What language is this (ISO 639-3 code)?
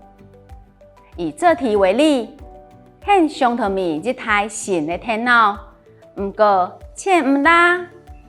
hak